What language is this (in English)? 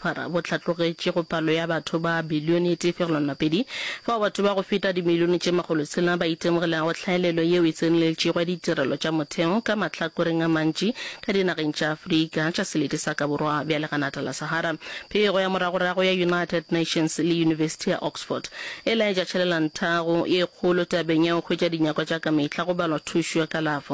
Northern Sotho